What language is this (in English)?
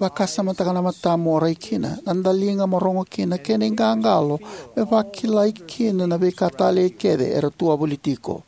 Fijian